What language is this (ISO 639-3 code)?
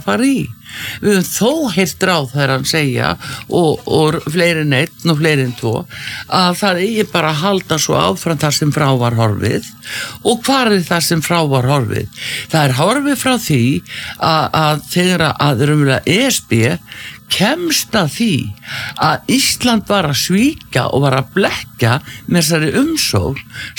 isl